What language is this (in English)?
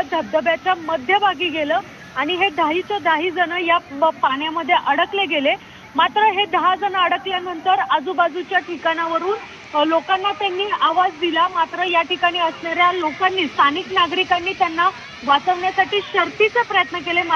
Marathi